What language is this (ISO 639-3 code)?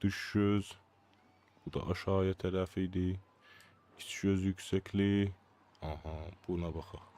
azb